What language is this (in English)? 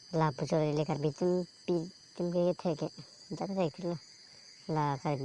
Karbi